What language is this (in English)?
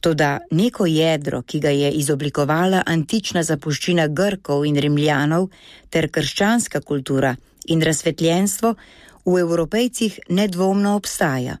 Slovenian